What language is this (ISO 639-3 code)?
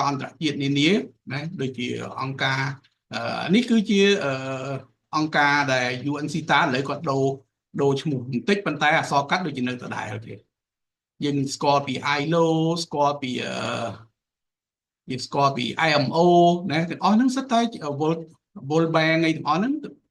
khm